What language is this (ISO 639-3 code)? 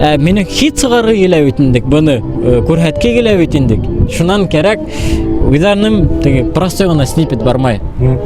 bak